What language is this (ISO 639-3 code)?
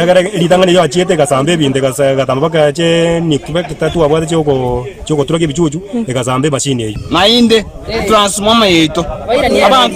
guz